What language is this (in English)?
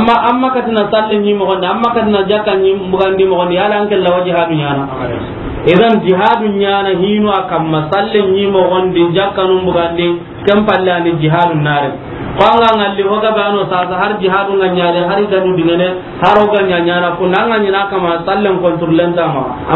Soninke